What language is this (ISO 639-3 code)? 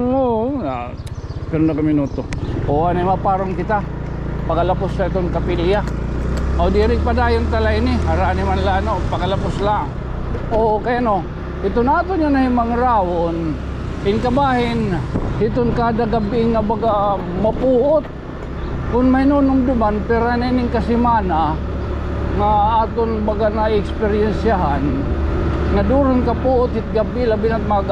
war